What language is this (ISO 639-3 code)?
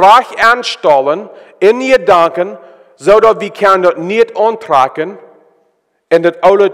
pdt